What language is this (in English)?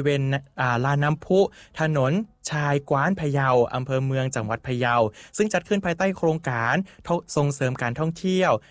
Thai